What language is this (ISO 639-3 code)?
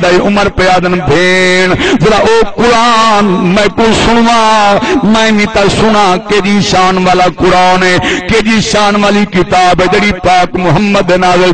skr